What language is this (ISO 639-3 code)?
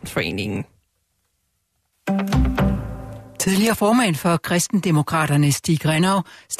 dan